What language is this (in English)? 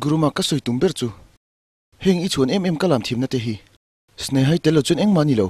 Mizo